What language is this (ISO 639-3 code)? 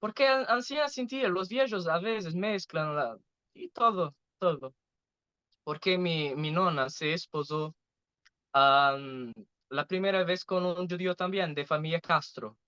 lad